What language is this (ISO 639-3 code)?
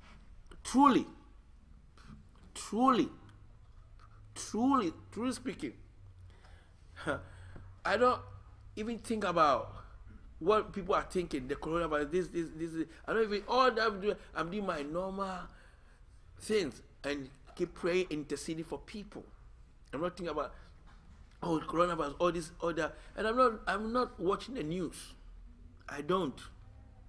eng